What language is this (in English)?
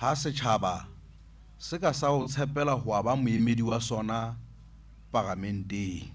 Southern Sotho